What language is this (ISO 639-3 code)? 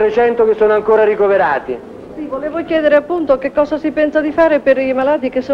ita